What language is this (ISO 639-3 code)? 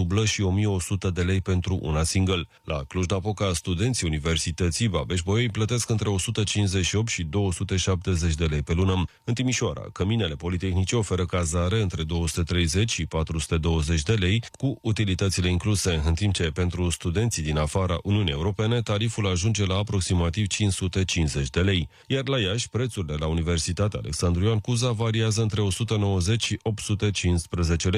ron